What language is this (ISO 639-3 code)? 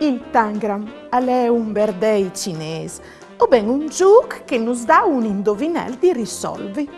fur